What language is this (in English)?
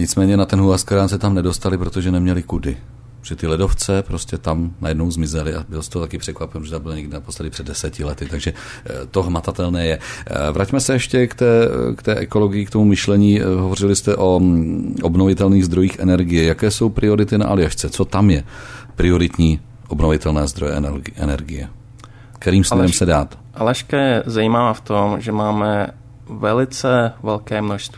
Czech